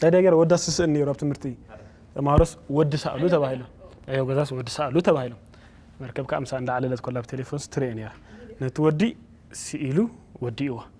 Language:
Tigrinya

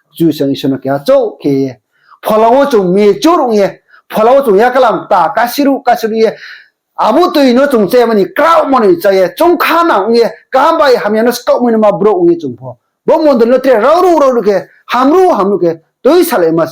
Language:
Riang (India)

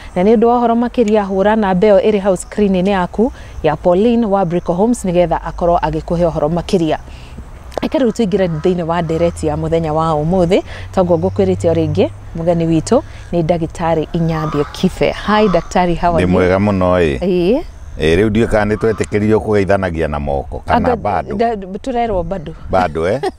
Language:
Kikuyu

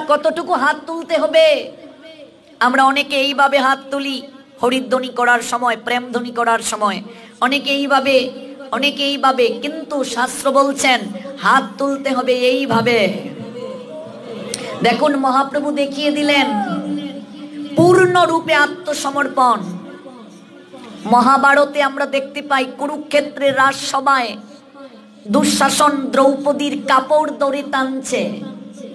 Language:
Bangla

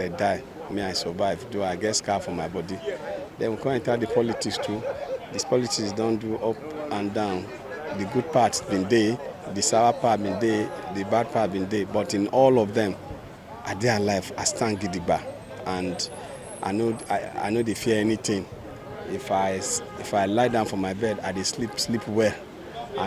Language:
Nigerian Pidgin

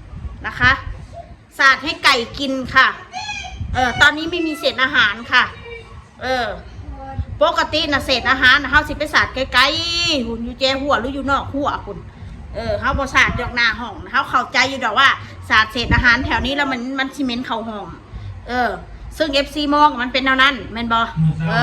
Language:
Northeastern Thai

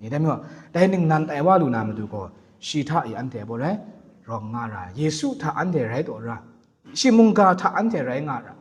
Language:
Kachin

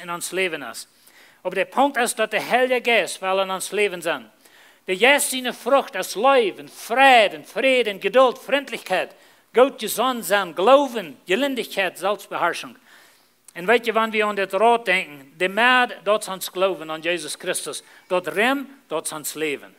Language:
Plautdietsch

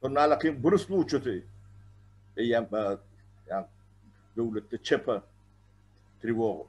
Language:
Turkmen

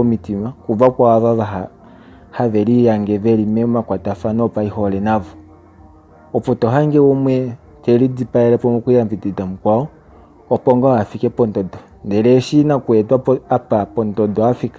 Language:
Kuanyama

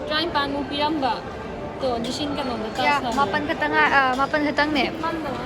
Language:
Manipuri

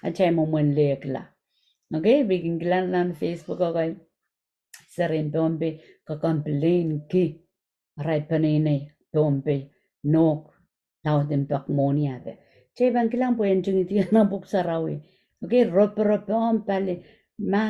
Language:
Pohnpeian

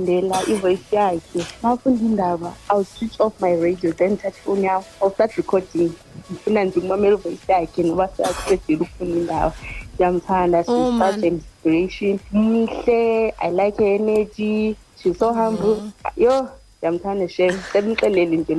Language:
Xhosa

